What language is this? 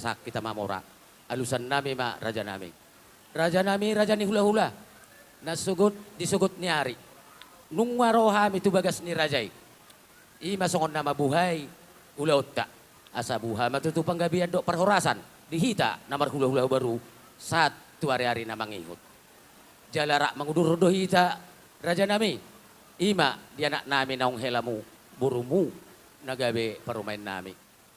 Batak Toba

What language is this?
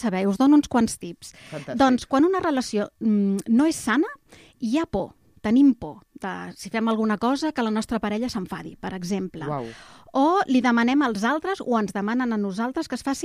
Catalan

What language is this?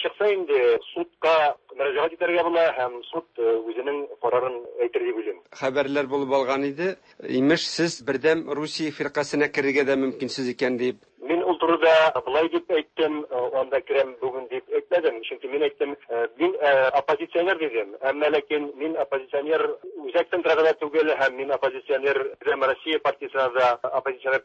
Tatar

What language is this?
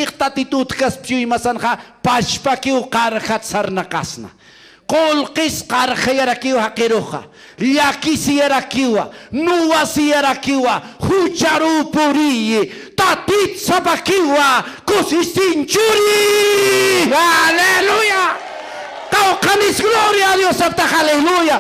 Aymara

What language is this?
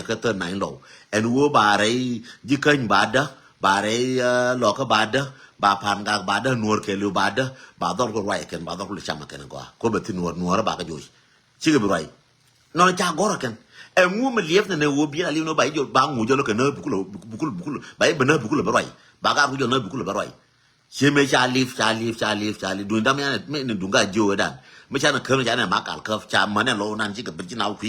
Nuer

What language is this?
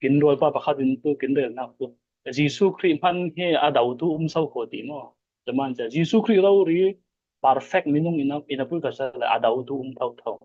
Falam Chin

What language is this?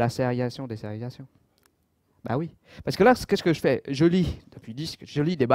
French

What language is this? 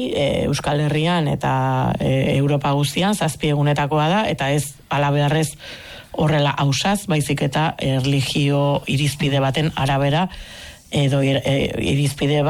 Basque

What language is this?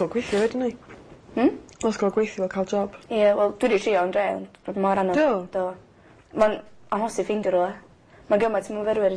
Welsh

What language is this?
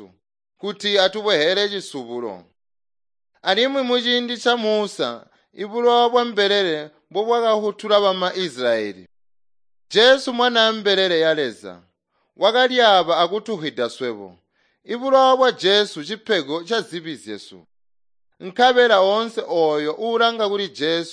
Tonga (Zambia)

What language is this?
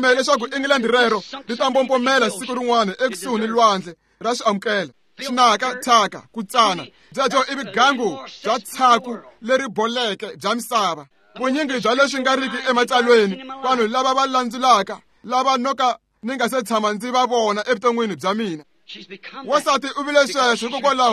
Tsonga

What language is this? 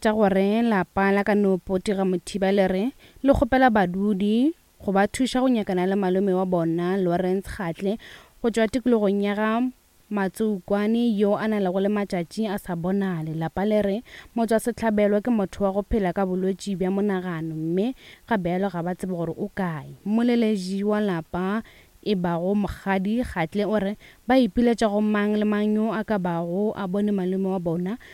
Northern Sotho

